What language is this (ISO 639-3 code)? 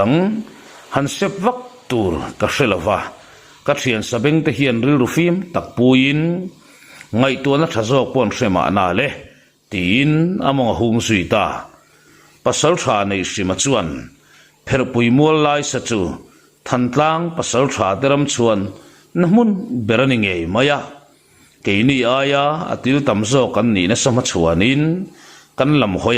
lus